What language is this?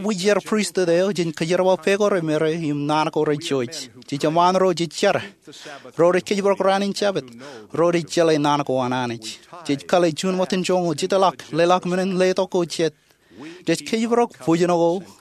Marshallese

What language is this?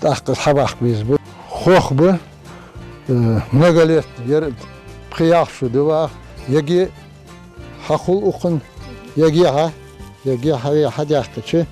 Ingush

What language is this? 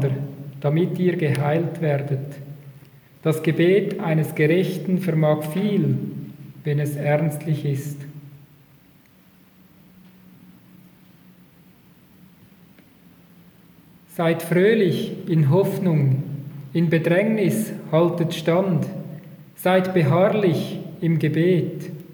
German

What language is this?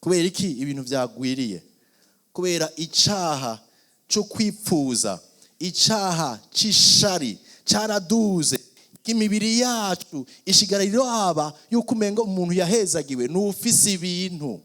Rundi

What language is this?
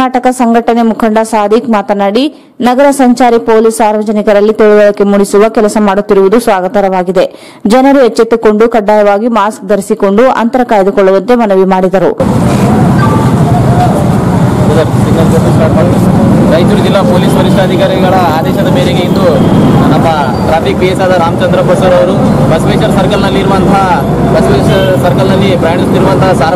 Kannada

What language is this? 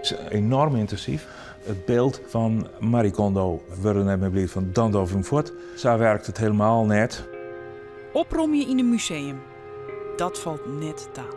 Western Frisian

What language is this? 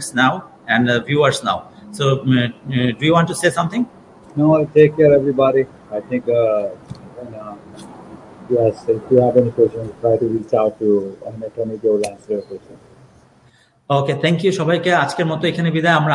Bangla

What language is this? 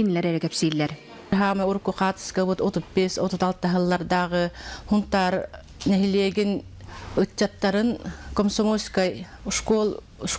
Yakut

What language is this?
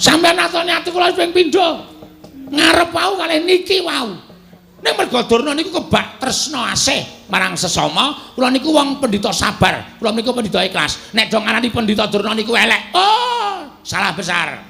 Javanese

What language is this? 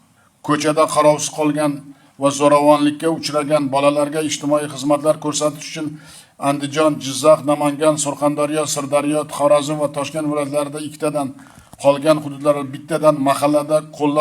Uzbek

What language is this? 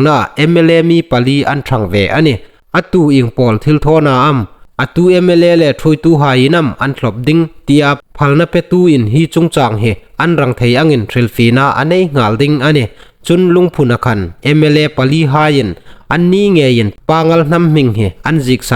Hmar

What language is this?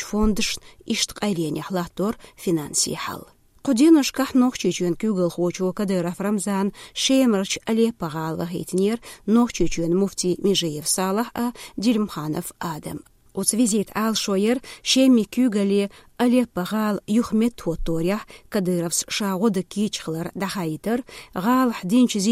Chechen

